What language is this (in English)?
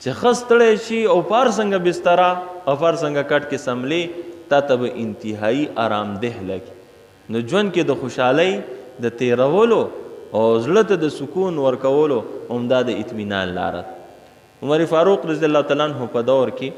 Pashto